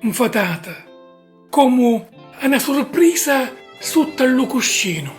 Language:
Sicilian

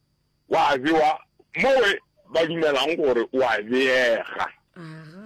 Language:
Northern Sotho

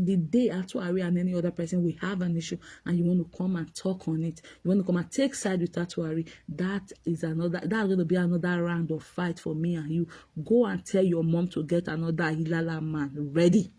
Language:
Nigerian Pidgin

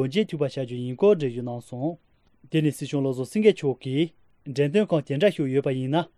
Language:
Latvian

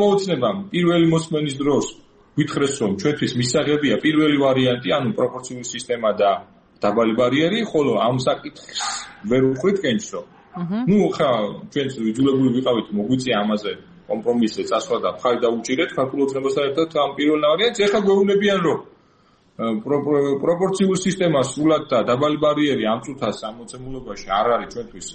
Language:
Georgian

